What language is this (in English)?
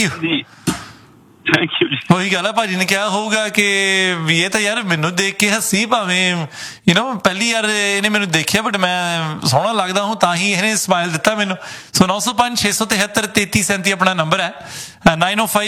Punjabi